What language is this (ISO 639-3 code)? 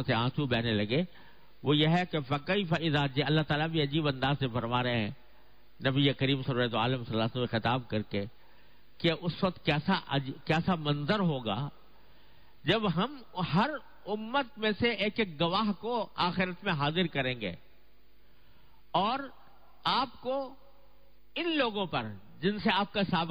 urd